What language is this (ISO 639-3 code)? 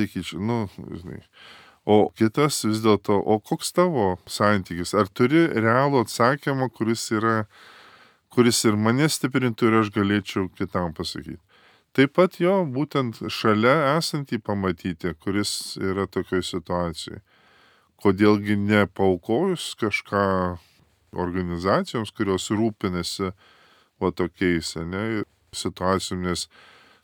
lit